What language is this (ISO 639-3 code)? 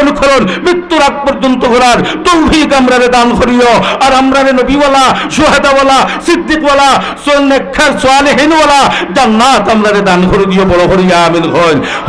syl